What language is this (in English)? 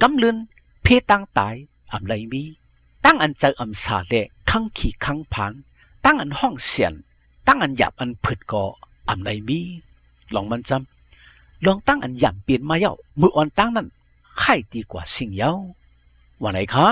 Shan